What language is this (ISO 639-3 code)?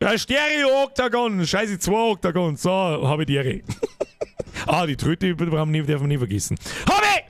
bar